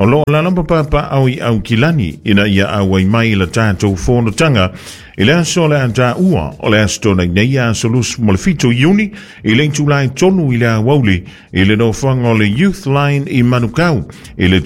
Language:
Samoan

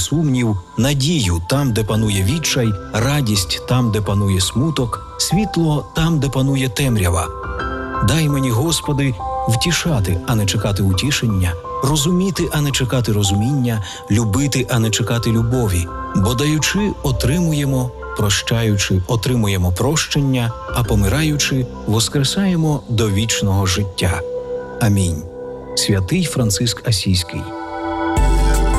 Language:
Ukrainian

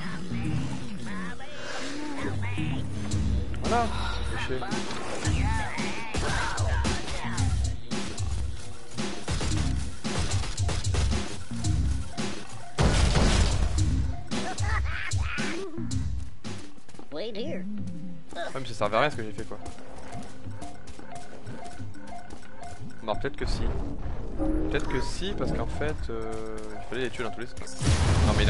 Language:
French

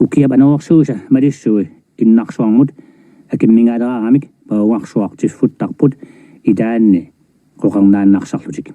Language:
Kalaallisut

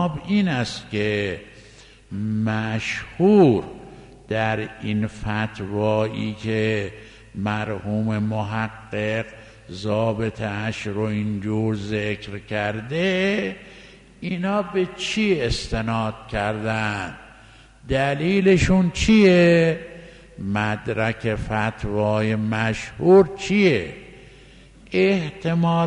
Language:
Persian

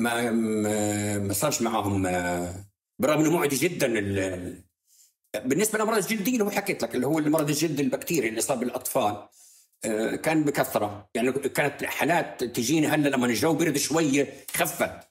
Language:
North Levantine Arabic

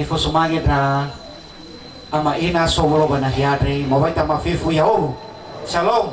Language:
Nias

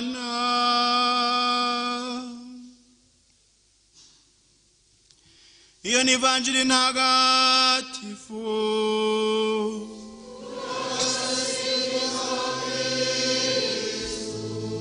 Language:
Kinyarwanda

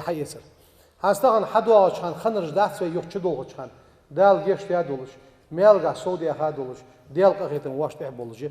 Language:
Ingush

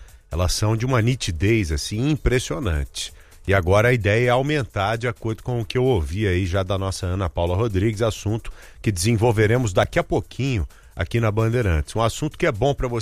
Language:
Portuguese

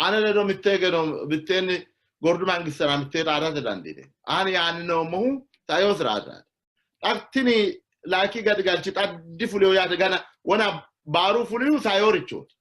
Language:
Sidamo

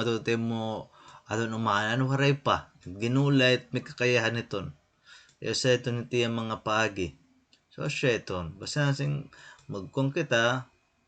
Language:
Waray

